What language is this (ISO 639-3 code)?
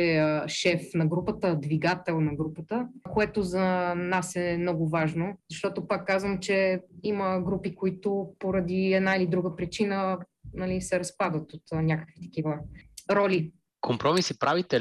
bul